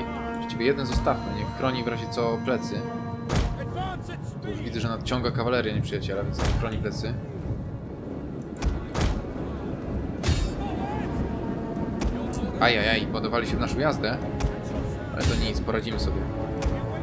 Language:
Polish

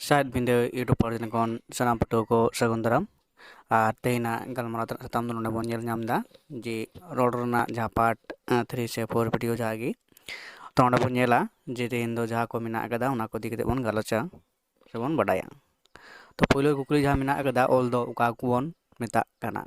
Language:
Santali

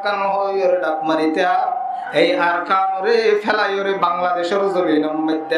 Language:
Rohingya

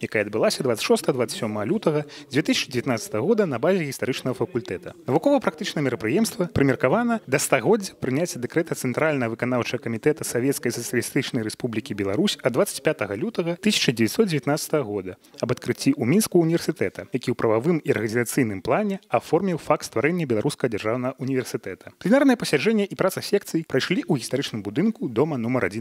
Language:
Belarusian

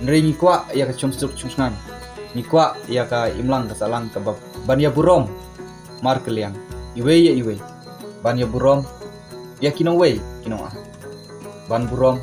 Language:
Khasi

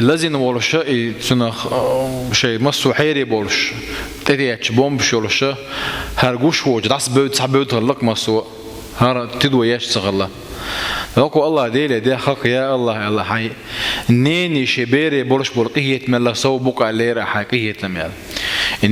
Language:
Chechen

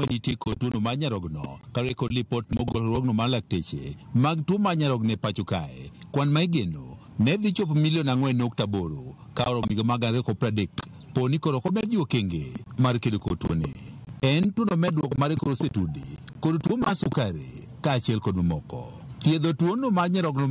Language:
Luo (Kenya and Tanzania)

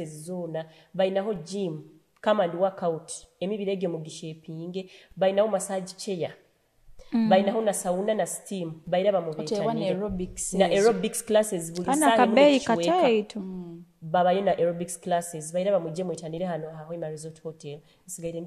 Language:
Nyoro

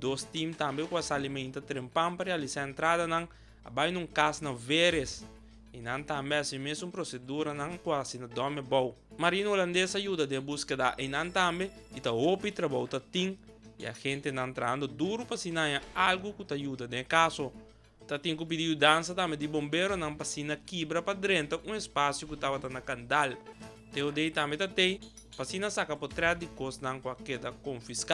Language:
Papiamento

